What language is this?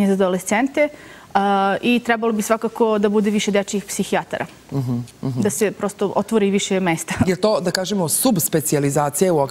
Serbian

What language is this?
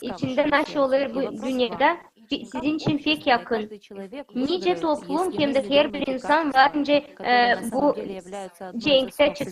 Gagauz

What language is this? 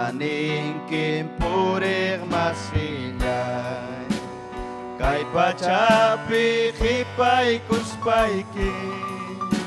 Ayacucho Quechua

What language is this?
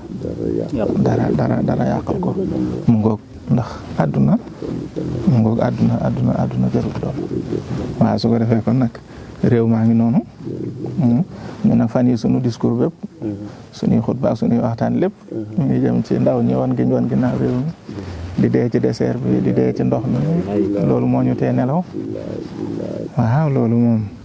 Wolof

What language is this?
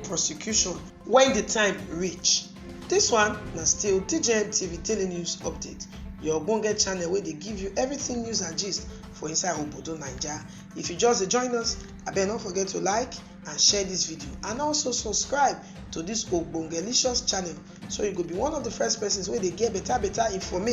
Nigerian Pidgin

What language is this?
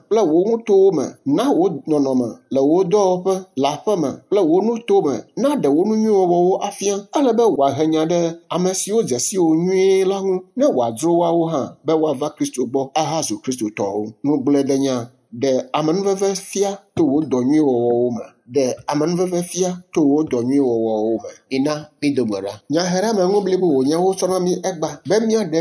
Ewe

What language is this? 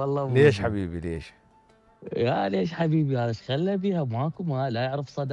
Mesopotamian Arabic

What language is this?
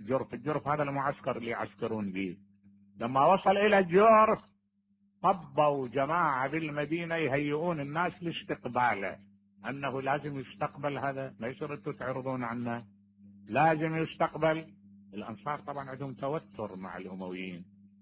Mesopotamian Arabic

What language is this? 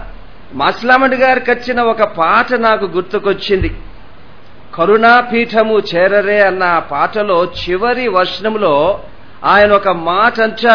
Telugu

